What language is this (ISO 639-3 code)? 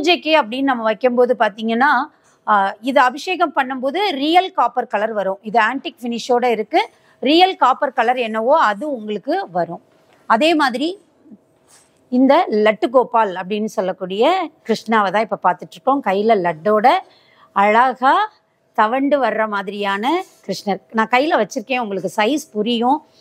tam